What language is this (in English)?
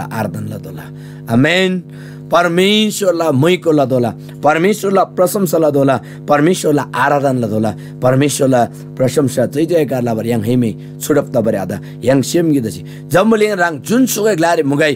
Eastern Tamang